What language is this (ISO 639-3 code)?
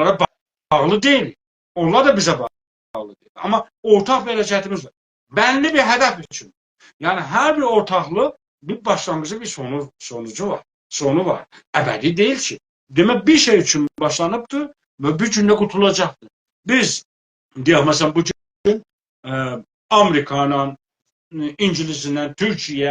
azb